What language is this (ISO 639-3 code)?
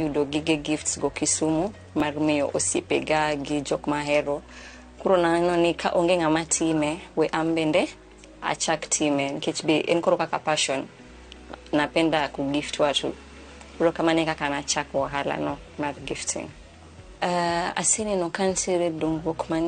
luo